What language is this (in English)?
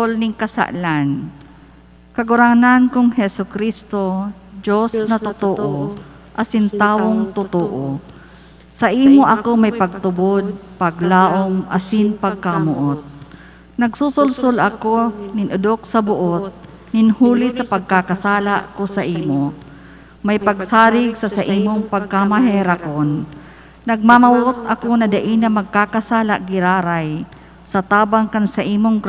Bikol